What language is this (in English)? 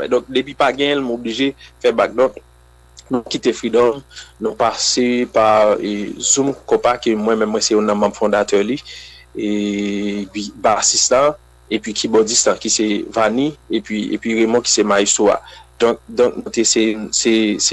Haitian Creole